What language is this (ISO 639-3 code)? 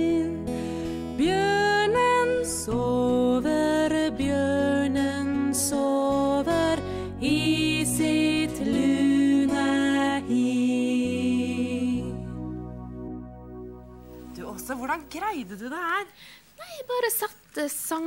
nor